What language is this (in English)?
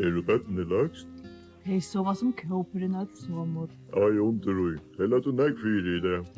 Faroese